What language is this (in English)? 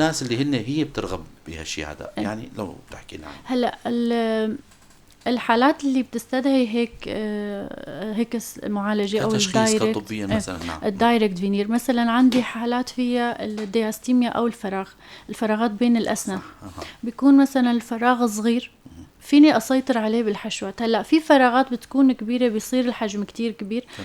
North Levantine Arabic